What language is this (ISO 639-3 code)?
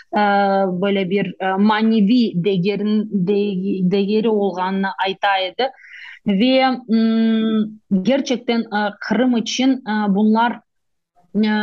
crh